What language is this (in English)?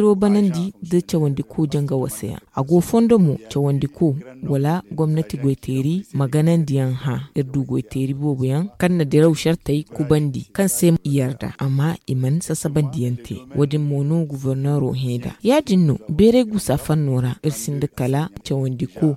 Zarma